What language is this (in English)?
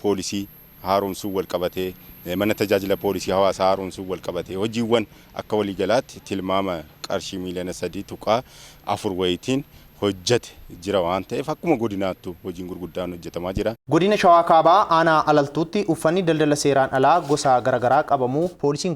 Oromo